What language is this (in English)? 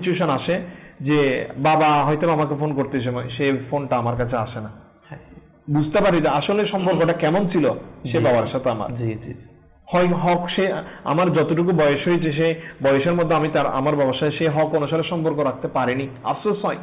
Bangla